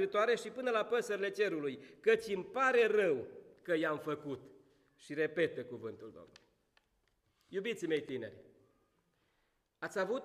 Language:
Romanian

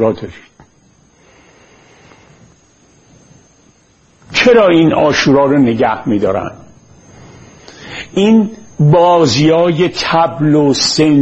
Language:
Persian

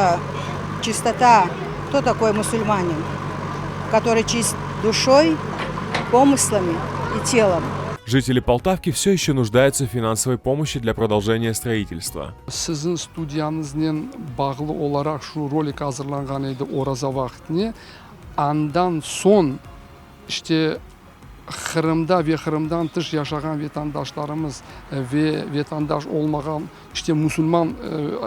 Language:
Crimean Tatar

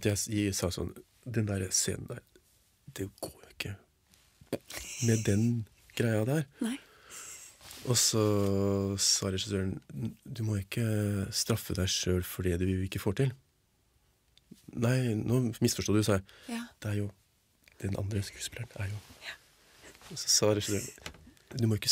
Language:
Norwegian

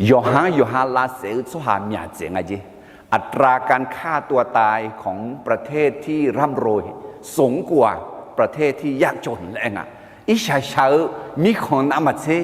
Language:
Akha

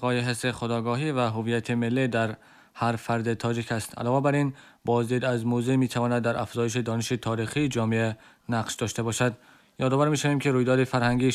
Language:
Tajik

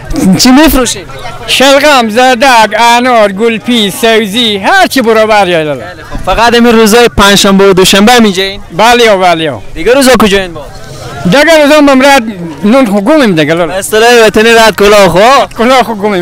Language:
Persian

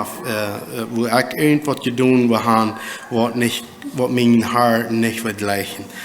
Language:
Plautdietsch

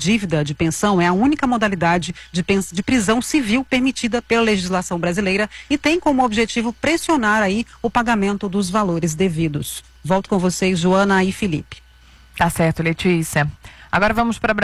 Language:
Portuguese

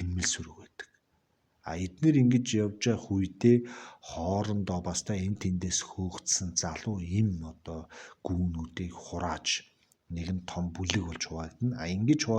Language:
Mongolian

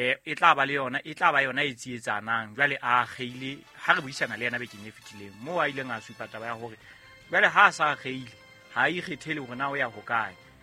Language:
Southern Sotho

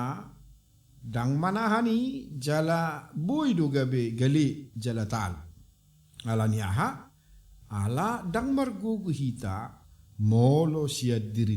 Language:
Batak Toba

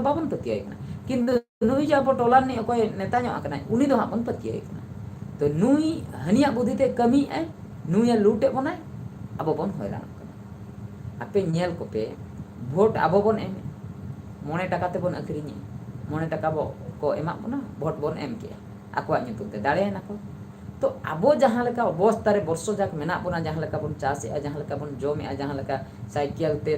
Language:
Santali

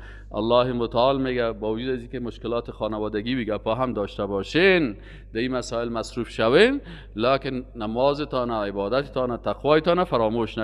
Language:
Persian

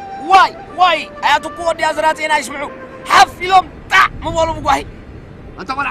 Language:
Tigrinya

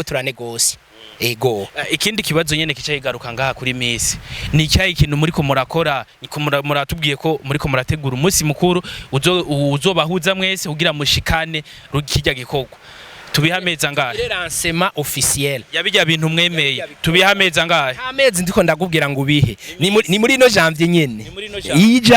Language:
Rundi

